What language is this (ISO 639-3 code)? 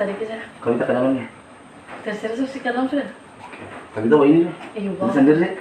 abs